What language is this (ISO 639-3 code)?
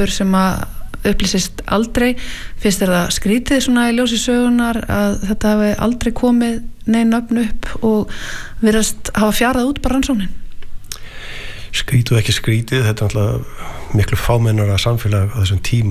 isl